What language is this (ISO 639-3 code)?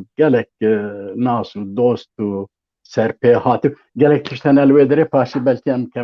kur